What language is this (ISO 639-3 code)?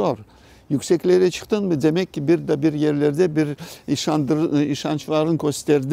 crh